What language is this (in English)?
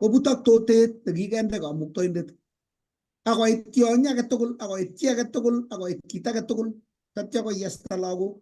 Kalenjin